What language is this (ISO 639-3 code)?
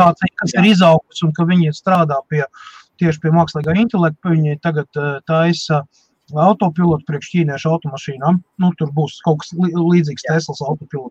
lav